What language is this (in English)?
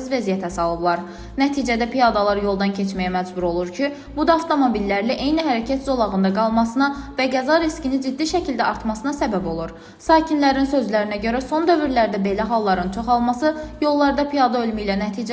Azerbaijani